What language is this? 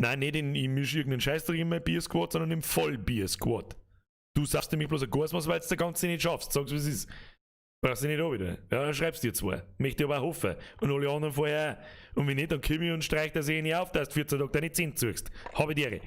Bavarian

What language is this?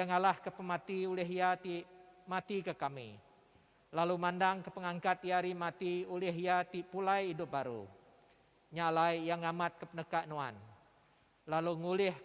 Iban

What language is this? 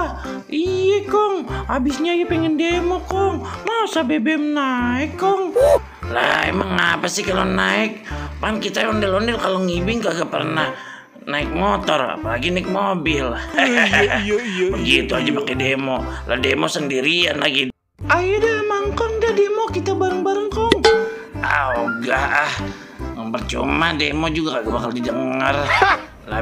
Betawi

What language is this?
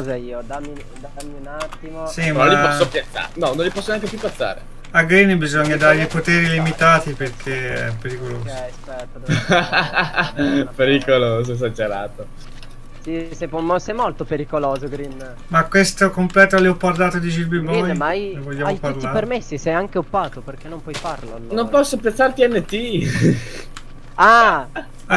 Italian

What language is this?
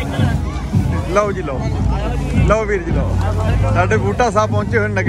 Punjabi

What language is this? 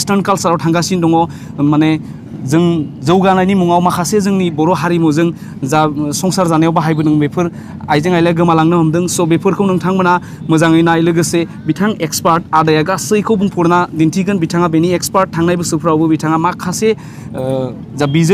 Bodo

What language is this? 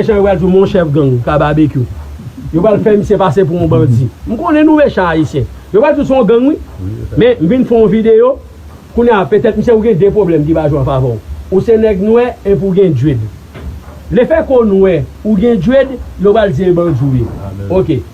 Haitian Creole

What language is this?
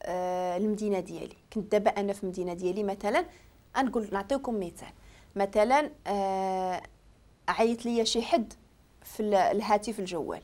Moroccan Arabic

